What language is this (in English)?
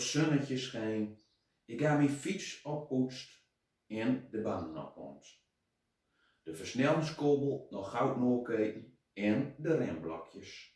Gronings